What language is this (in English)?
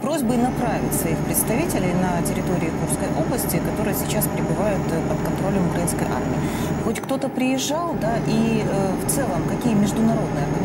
Russian